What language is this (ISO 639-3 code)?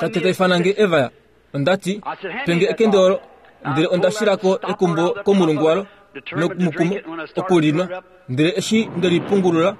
kua